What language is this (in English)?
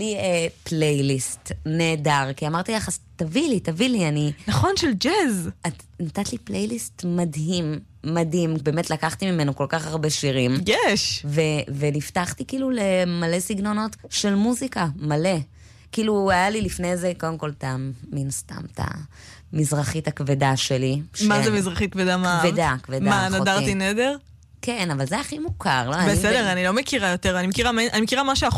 Hebrew